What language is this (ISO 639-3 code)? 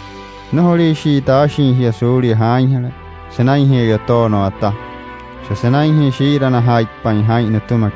guc